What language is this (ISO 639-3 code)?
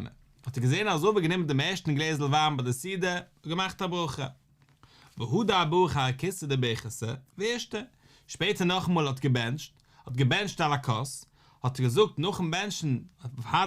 yid